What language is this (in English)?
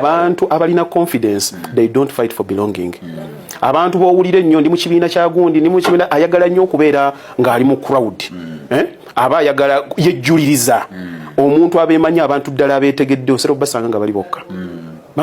Ganda